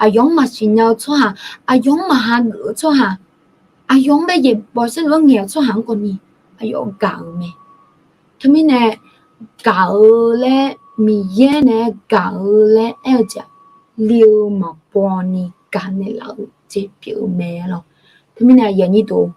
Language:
Akha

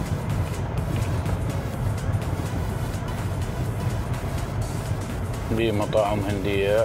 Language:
Arabic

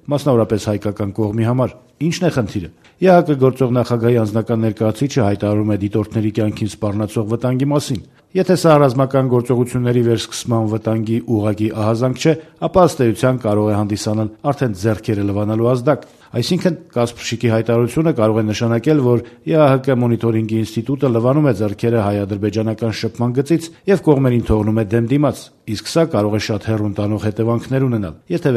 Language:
Armenian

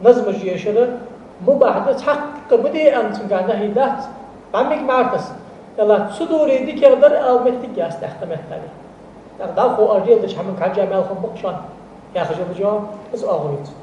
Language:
Ingush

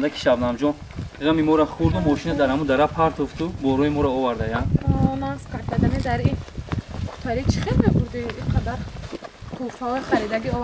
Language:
Tajik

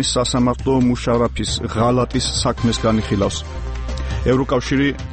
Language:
Georgian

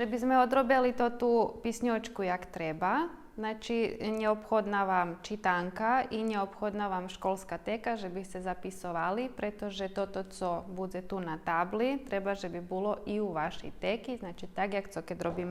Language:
Rusyn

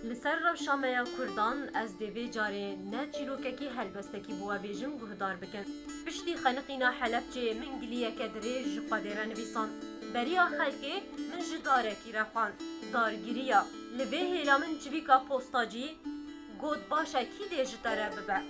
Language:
Kurdish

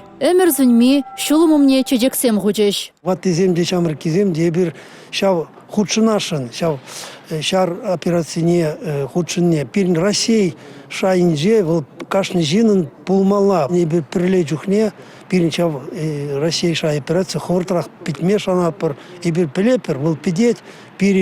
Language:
Chuvash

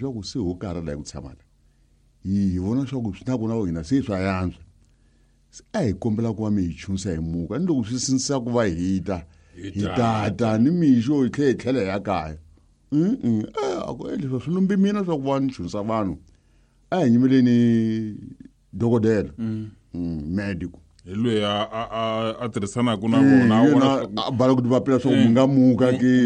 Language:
Tsonga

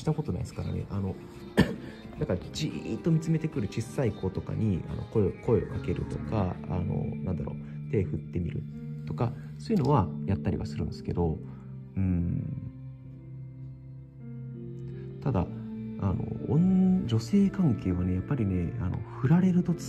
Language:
Japanese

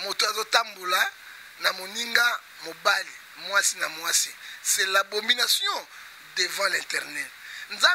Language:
Lingala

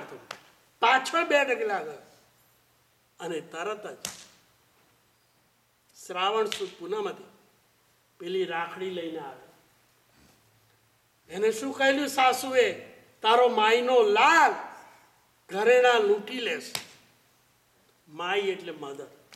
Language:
Gujarati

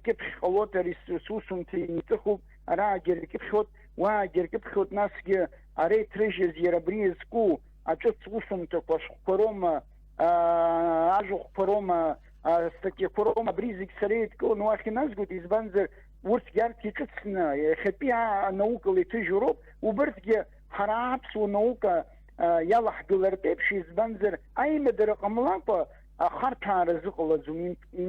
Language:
Abkhazian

